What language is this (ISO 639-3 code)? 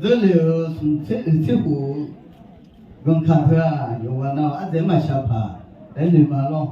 ahk